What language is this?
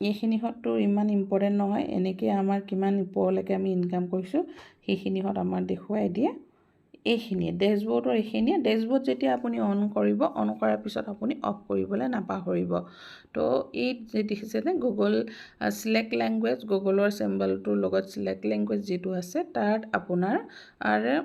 Assamese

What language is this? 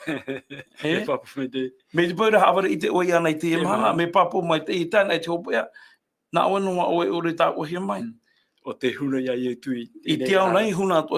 Tahitian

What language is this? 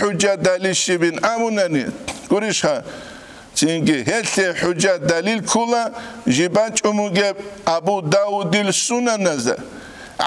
Avaric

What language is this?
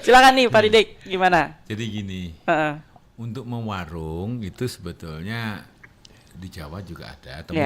Banjar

